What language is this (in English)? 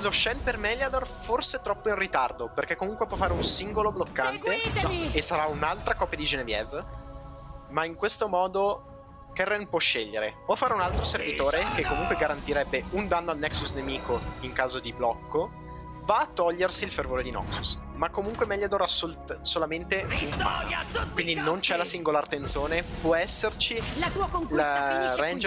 Italian